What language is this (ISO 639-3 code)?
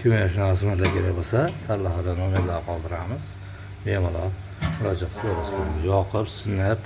uzb